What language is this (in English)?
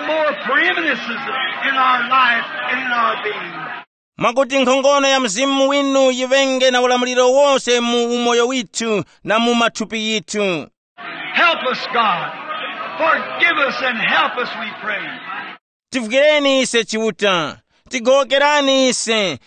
Tumbuka